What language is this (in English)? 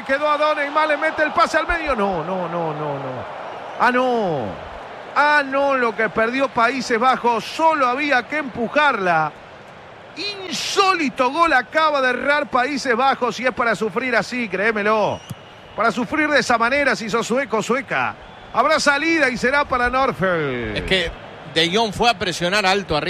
Spanish